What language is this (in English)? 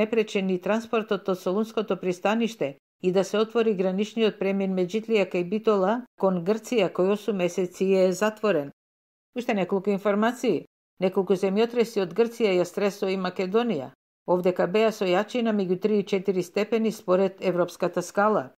Macedonian